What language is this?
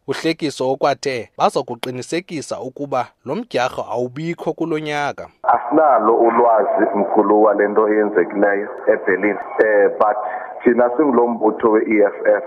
Xhosa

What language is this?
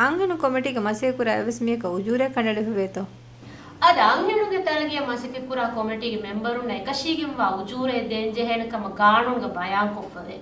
Divehi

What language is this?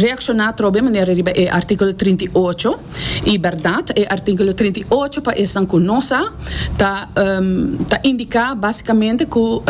Papiamento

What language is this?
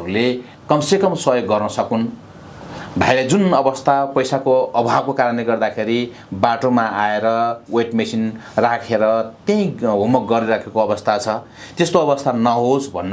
Nepali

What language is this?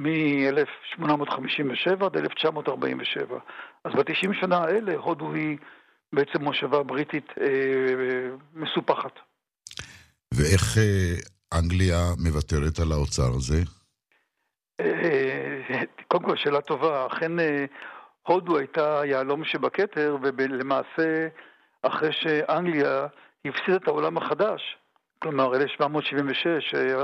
Hebrew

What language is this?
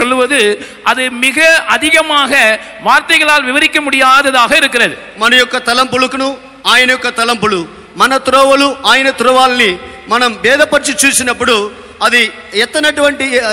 Tamil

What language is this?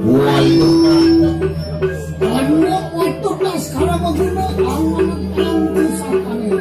Balinese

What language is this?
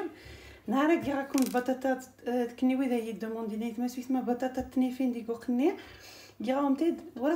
Algerian Arabic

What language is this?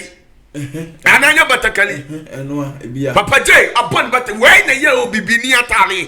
Akan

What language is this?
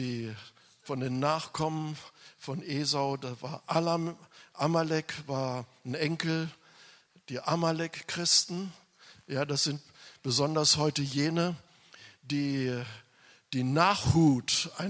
German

